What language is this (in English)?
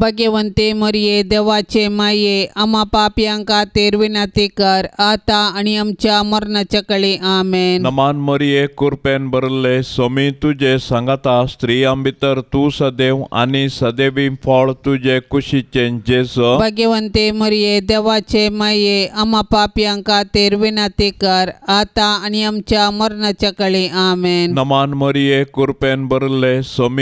Konkani